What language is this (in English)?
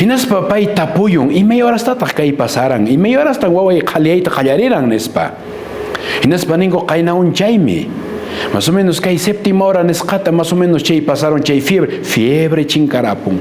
Quechua